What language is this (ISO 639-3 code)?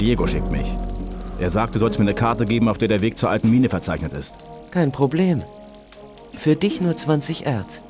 bar